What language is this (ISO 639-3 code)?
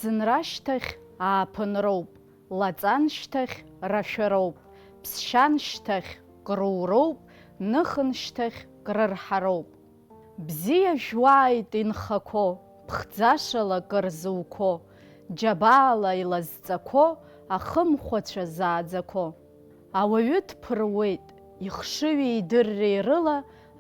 abk